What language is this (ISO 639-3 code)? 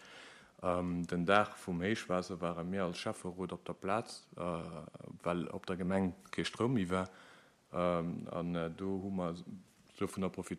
ltz